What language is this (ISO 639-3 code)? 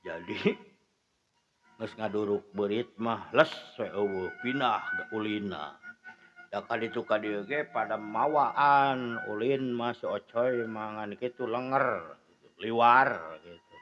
sun